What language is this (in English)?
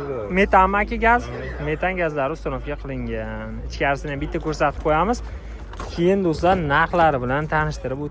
Uzbek